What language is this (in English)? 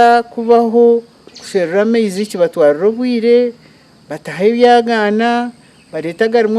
Nyankole